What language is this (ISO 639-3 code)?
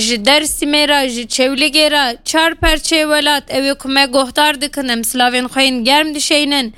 kur